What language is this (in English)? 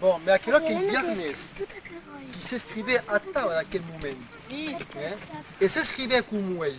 Occitan